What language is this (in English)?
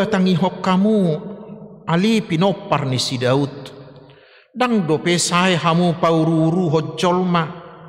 Batak Toba